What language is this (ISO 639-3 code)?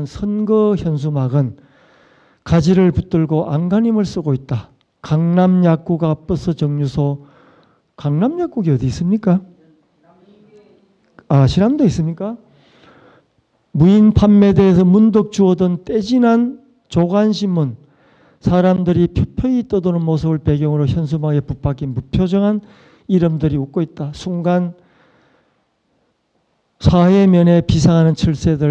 kor